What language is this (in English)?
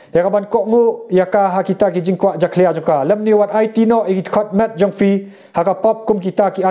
Khasi